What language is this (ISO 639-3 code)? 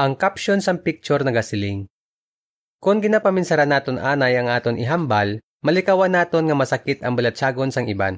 hil